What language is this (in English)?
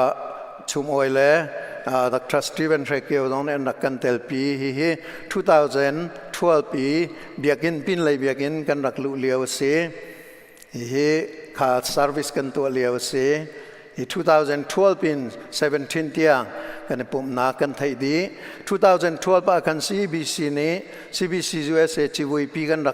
Hakha Chin